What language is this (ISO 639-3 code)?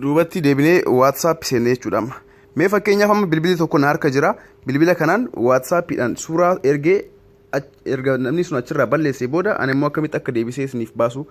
orm